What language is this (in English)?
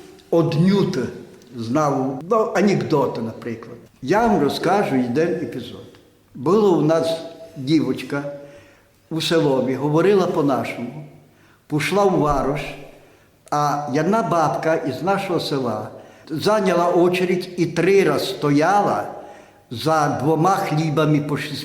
Rusyn